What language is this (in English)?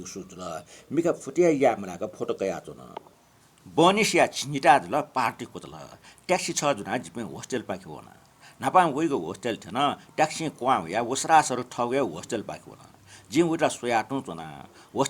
Newari